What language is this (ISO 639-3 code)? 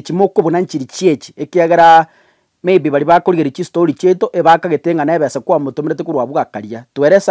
guz